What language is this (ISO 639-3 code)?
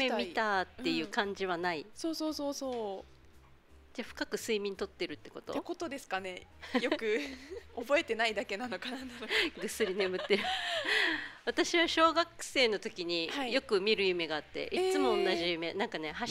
jpn